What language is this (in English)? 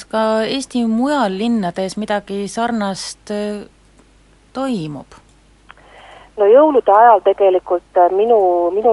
Estonian